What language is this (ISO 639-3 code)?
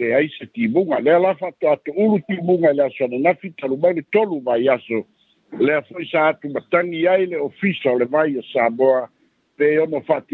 smo